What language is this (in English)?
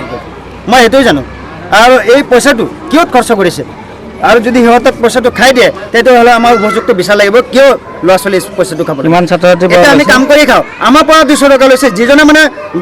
Assamese